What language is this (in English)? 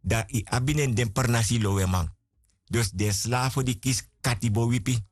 Sranan Tongo